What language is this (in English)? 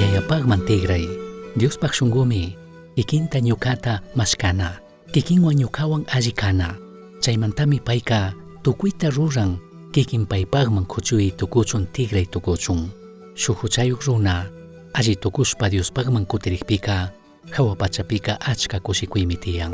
Chimborazo Highland Quichua